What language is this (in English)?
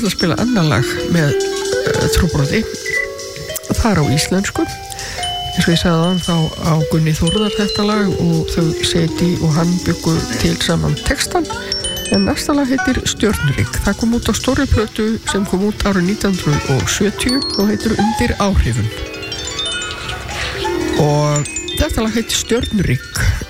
Icelandic